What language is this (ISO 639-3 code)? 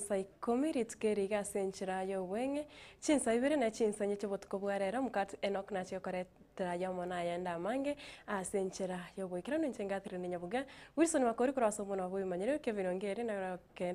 guz